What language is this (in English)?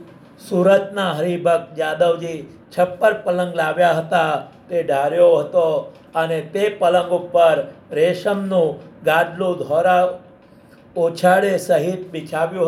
Gujarati